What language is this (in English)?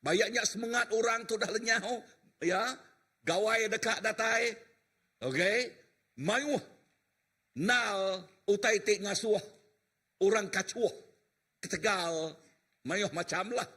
Iban